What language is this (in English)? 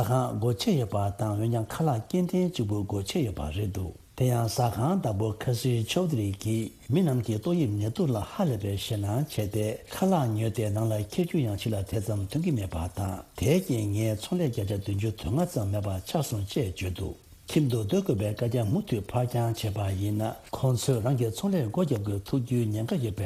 Tibetan